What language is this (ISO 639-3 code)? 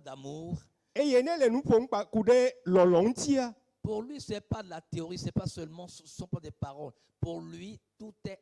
ewe